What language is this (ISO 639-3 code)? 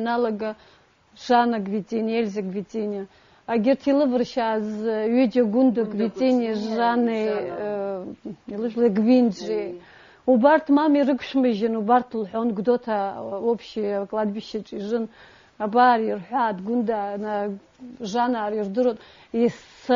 abk